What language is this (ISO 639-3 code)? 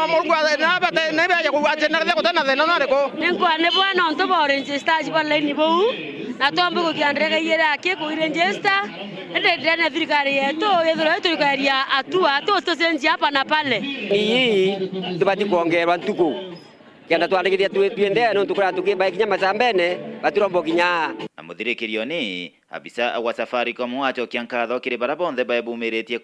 mer